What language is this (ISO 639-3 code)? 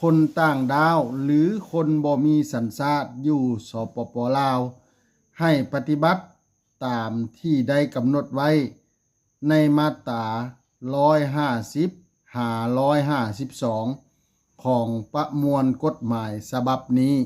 lao